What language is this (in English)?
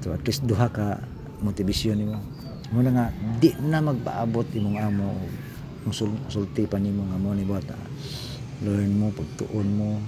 Cebuano